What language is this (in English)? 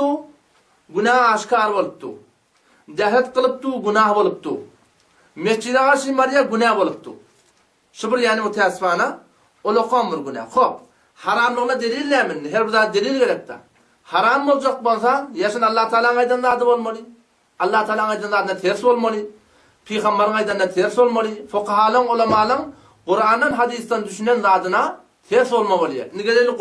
Turkmen